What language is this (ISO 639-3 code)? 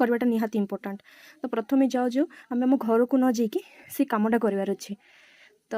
ori